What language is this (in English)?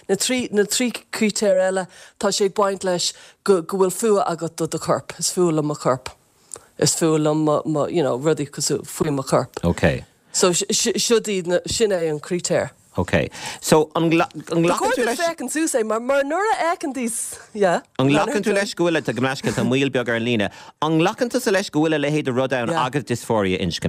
Irish